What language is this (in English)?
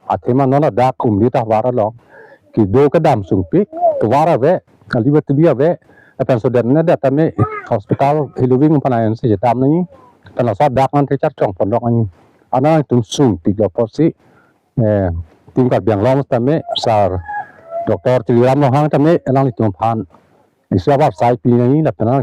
Karbi